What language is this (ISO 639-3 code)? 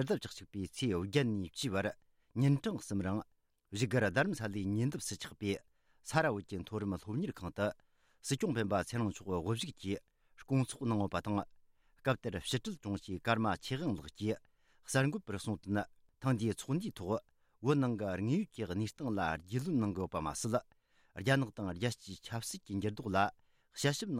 bod